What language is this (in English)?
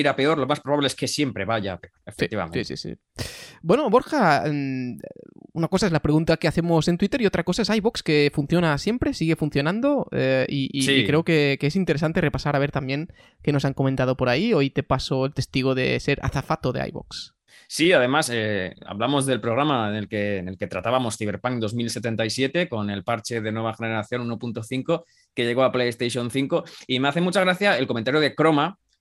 Spanish